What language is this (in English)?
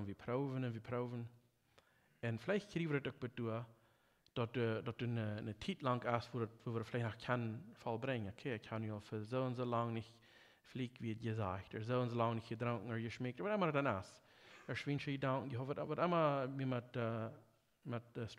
Plautdietsch